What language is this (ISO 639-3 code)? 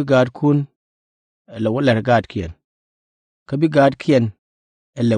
nus